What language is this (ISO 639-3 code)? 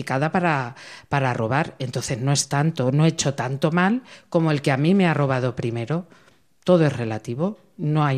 spa